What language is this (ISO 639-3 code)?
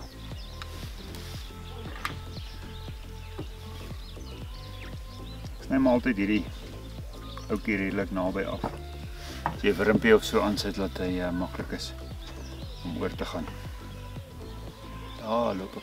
afr